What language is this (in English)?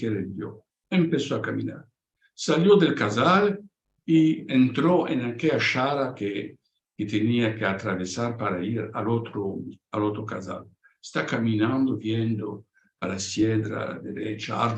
Ladino